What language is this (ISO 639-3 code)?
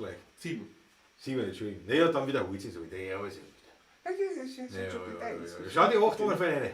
bar